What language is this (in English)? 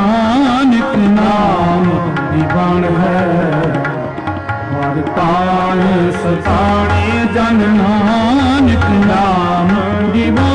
Punjabi